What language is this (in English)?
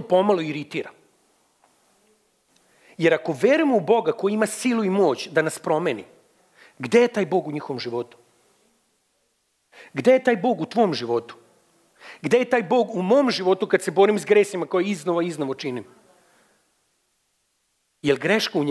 Serbian